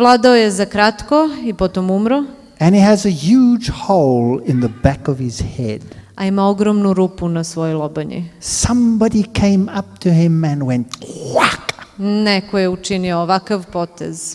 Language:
Serbian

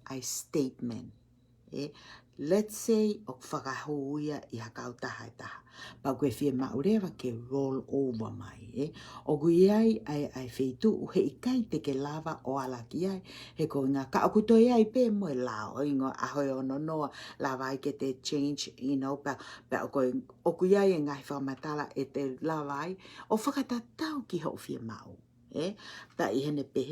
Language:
Tongan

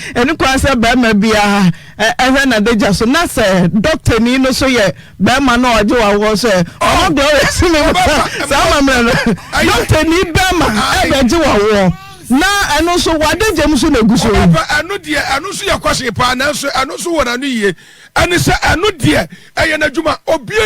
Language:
Akan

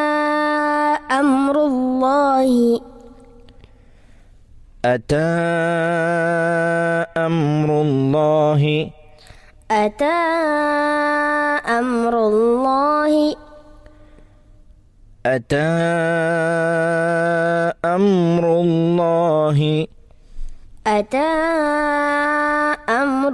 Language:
Malayalam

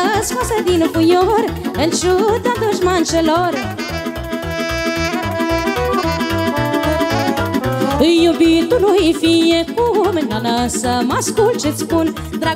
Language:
Romanian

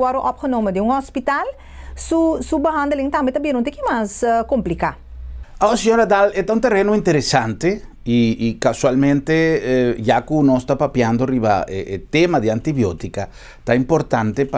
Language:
Papiamento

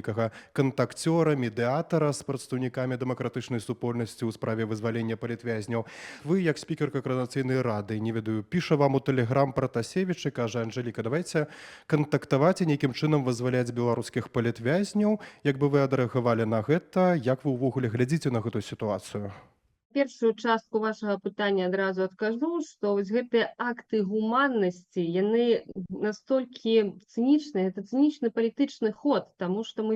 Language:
Belarusian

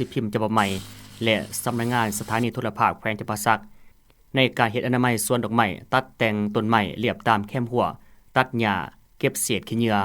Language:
Lao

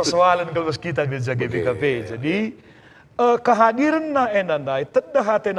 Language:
Batak Karo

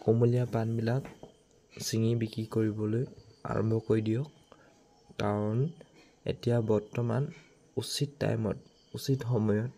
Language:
Assamese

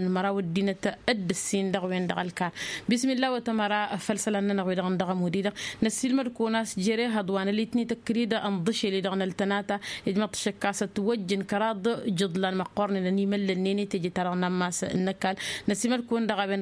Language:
Tamasheq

